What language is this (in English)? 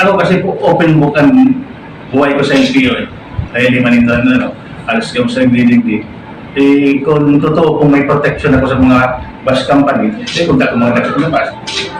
Bikol